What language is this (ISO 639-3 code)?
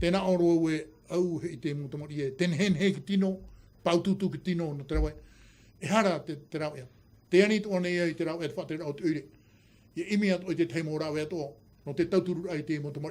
tah